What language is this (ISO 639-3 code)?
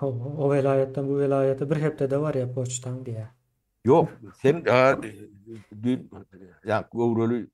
tuk